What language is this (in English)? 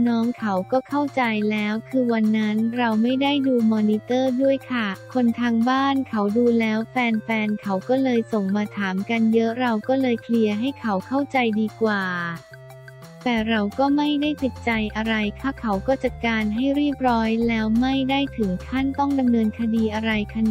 Thai